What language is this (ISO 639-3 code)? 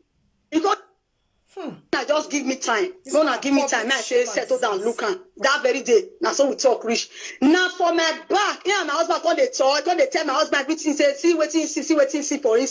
pcm